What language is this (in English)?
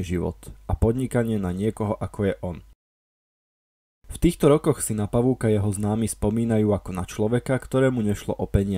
Slovak